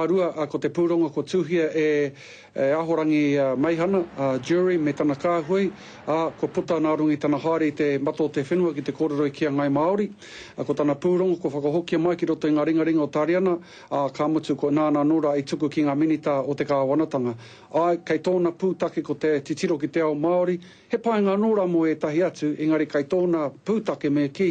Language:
Māori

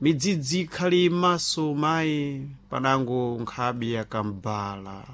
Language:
Sena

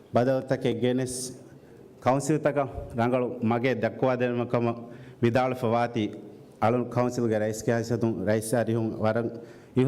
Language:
Divehi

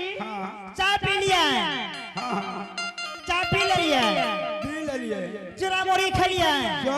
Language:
Angika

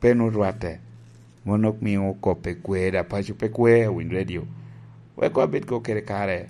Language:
Lango (Uganda)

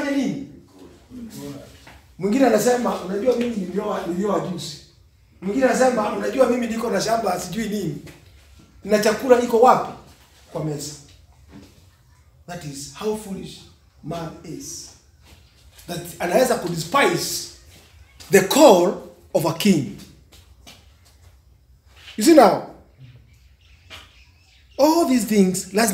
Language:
Swahili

